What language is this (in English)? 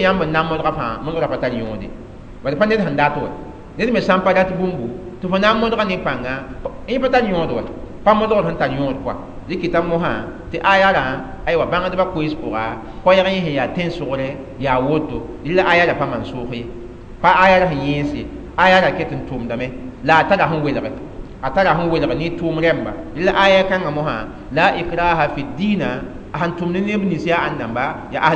Mossi